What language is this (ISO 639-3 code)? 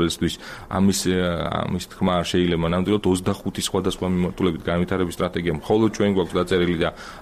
kat